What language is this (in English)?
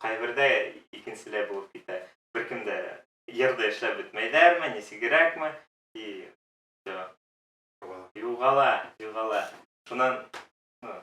Bashkir